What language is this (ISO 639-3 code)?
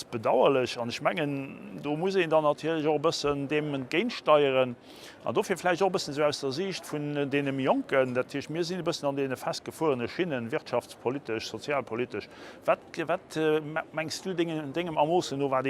ltz